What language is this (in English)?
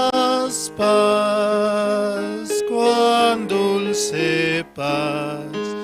Aymara